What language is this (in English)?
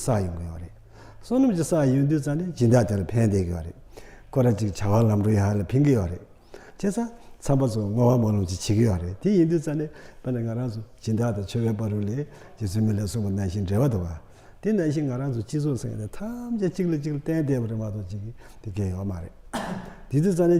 Tibetan